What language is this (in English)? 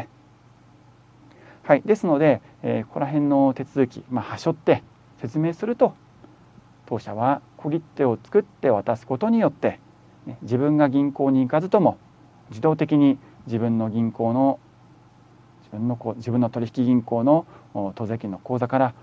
Japanese